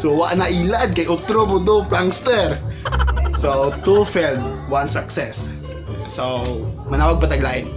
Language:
Cebuano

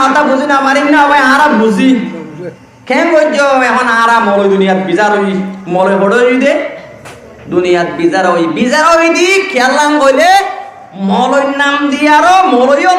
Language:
Rohingya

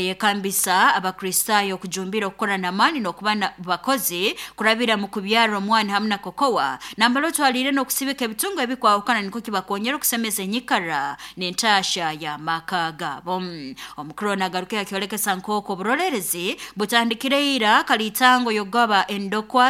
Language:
Nyoro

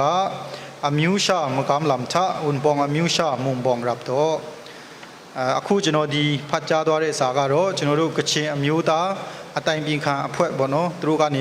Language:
Kachin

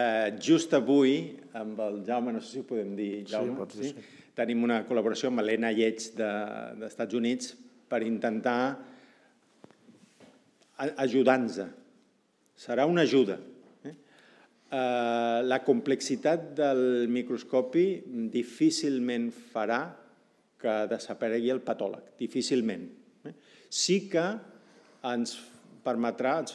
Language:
Catalan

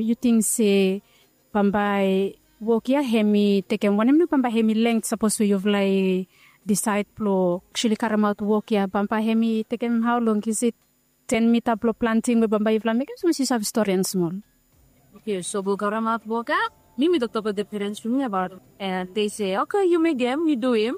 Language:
Bislama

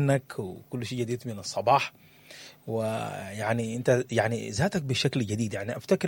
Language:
Sudanese Arabic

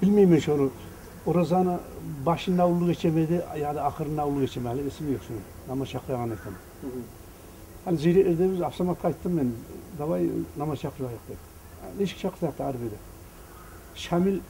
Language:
Kumyk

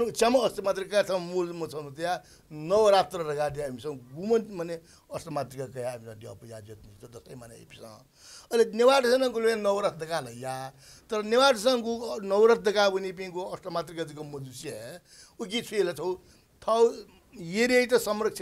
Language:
Newari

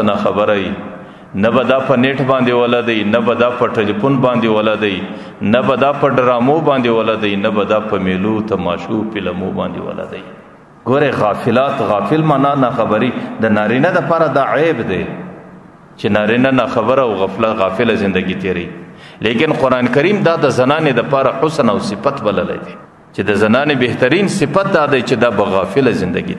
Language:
Pashto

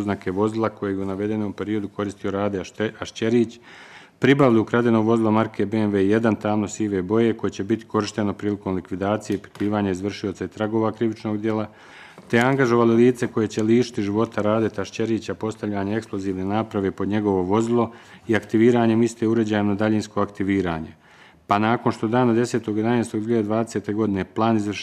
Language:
Bosnian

